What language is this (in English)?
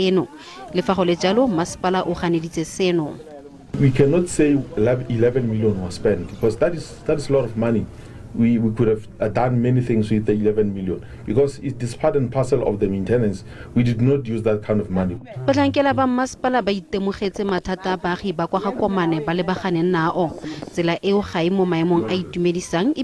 Tswana